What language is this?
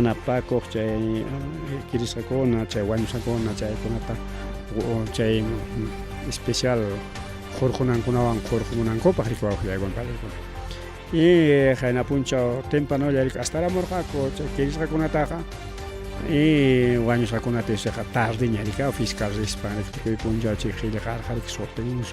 Ayacucho Quechua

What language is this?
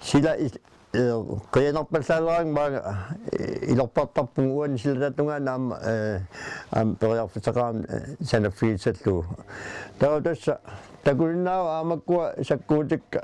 Kalaallisut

